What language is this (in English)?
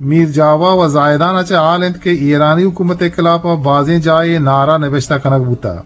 Eastern Balochi